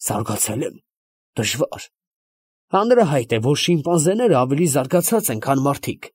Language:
Armenian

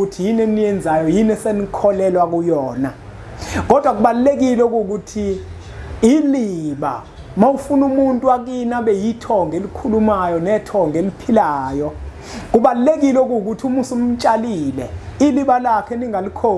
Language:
Zulu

